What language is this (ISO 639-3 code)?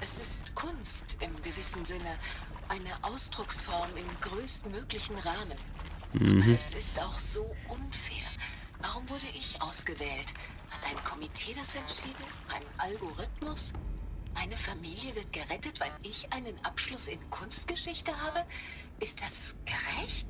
gsw